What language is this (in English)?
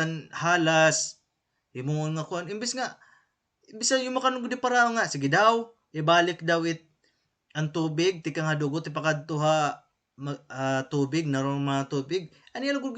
Waray